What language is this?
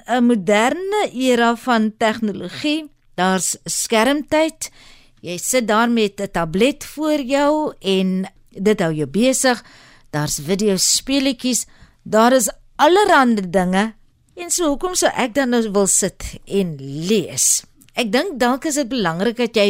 Afrikaans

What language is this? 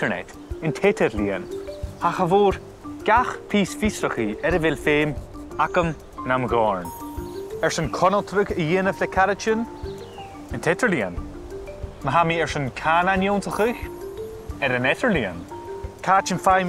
Scottish Gaelic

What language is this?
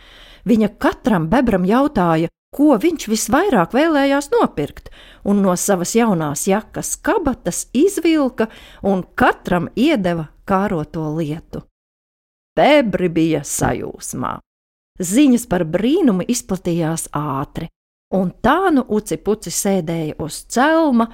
Latvian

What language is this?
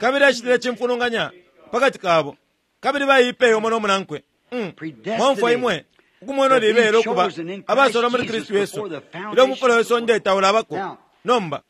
Bemba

